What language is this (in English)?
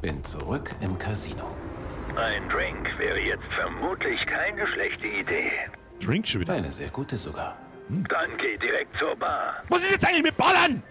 Bavarian